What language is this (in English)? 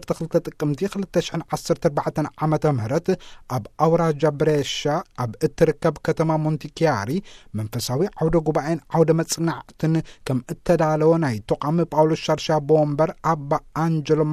Tigrinya